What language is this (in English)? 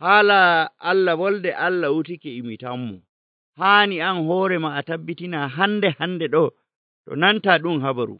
Nigerian Fulfulde